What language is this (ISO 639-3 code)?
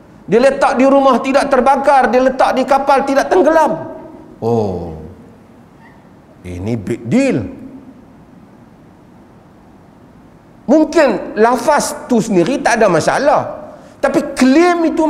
msa